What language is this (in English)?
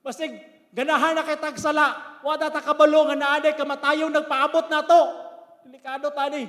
Cebuano